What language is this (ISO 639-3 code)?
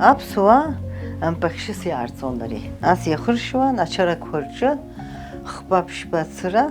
abk